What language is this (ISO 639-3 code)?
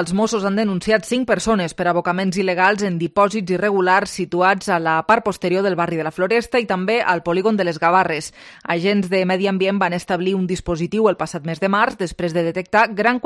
cat